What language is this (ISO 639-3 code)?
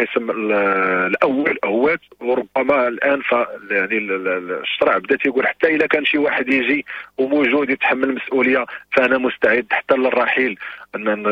ary